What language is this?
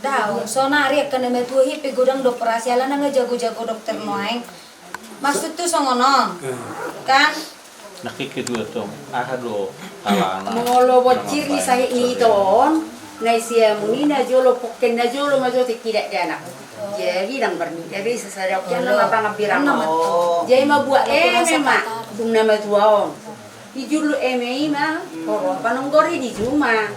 Batak Toba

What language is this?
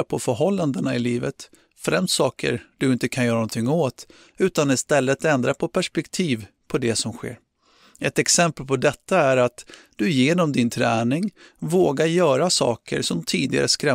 Swedish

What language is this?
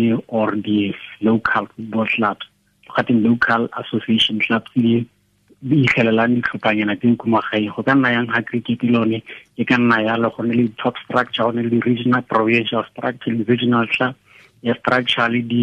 Tswana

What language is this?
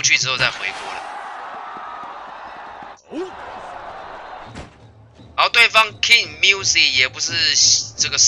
Chinese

